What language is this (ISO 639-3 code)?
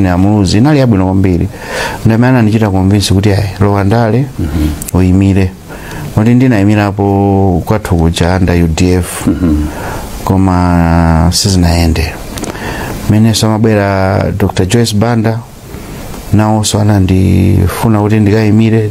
nya